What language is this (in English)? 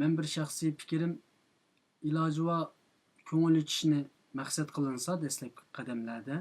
Uyghur